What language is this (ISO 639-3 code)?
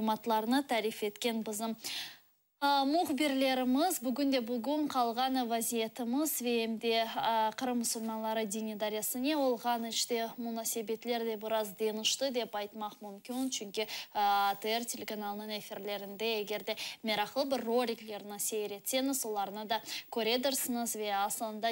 crh